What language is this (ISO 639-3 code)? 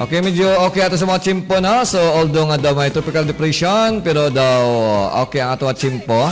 hil